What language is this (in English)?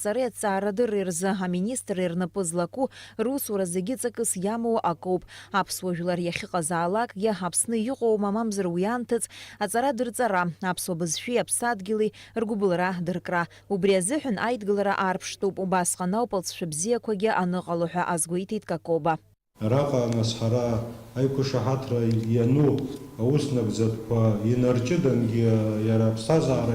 Abkhazian